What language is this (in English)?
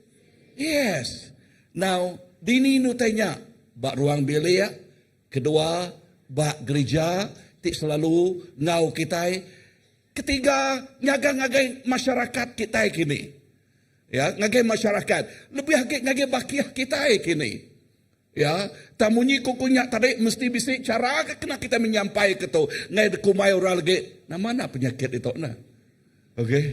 Iban